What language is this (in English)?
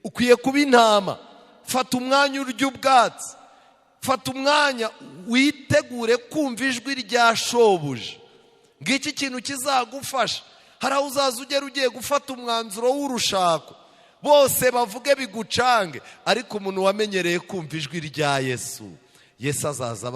Kinyarwanda